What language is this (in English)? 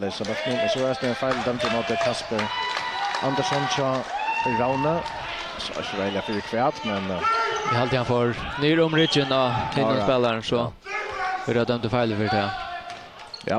Faroese